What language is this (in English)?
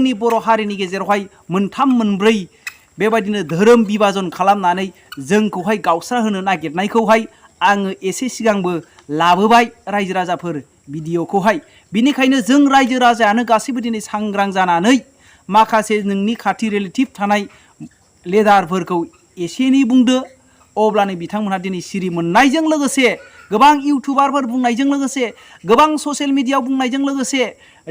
Bodo